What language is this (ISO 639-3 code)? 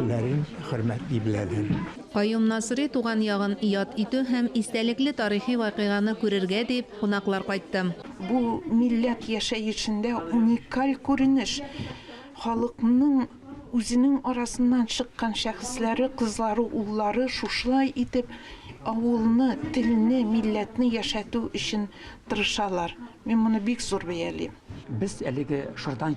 tat